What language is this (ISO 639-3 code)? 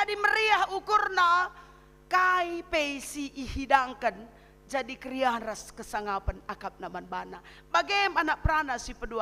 btx